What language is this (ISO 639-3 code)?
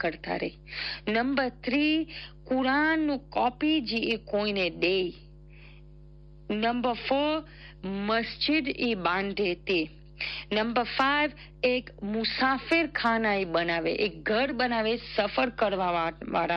guj